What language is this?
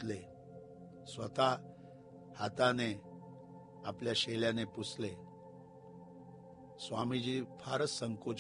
Marathi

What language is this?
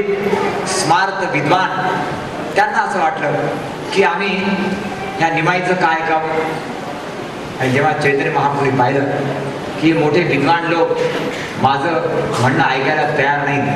Marathi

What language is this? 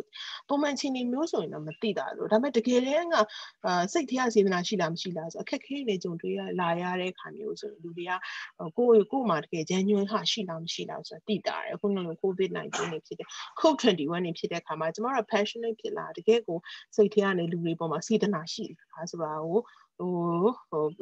Burmese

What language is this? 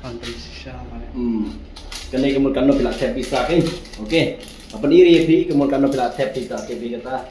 Khasi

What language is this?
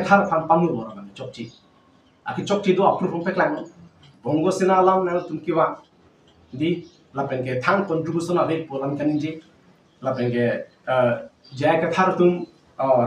Karbi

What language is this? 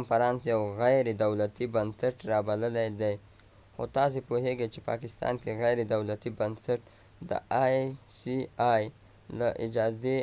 Pashto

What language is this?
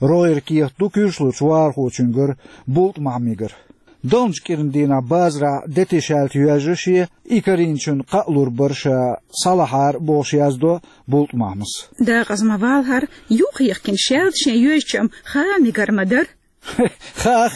Chechen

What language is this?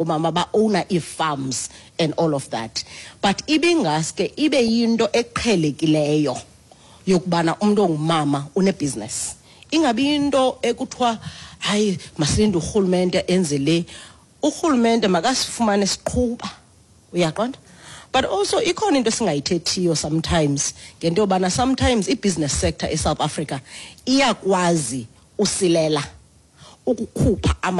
Xhosa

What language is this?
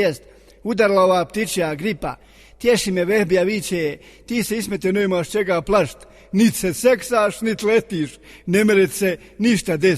Bosnian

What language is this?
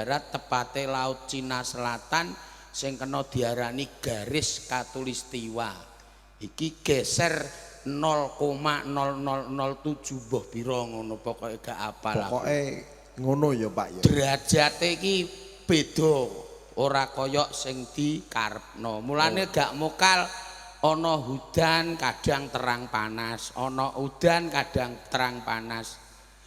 Javanese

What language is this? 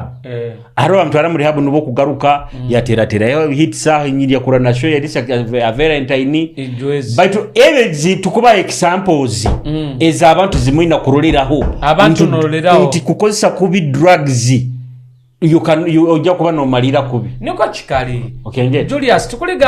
Nyoro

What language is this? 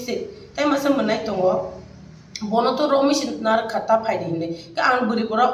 Kok Borok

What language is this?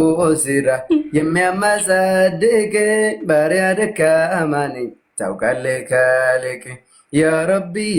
Oromo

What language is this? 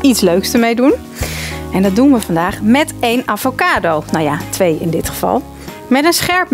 Dutch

